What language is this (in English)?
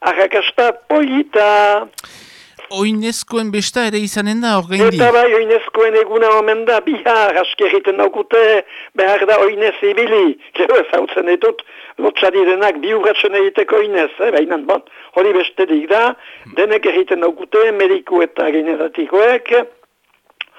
Basque